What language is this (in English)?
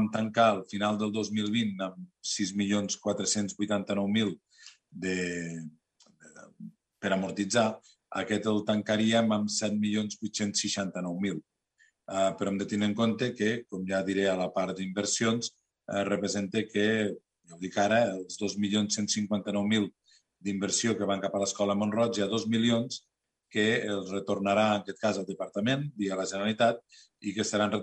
Catalan